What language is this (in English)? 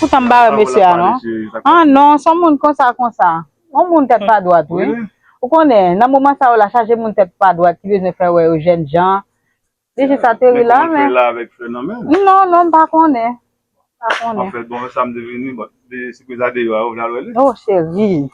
Haitian Creole